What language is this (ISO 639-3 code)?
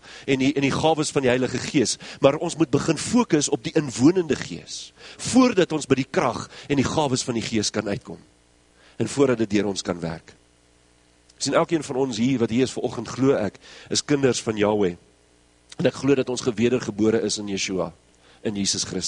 afr